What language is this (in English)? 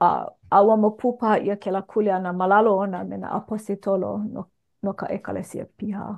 Hawaiian